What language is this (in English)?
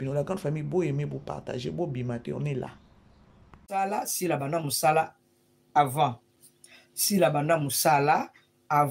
Lingala